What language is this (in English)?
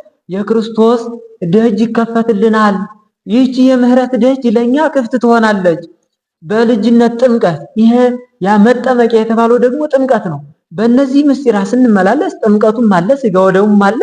Amharic